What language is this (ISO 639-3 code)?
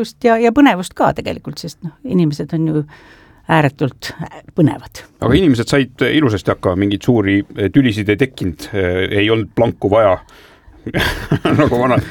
est